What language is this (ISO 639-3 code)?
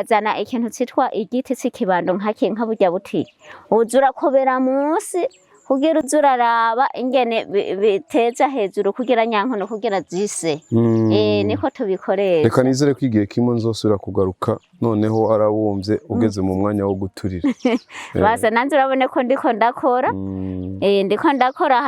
run